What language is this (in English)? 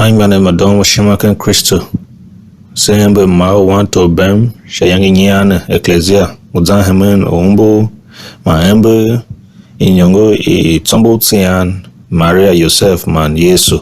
Tiv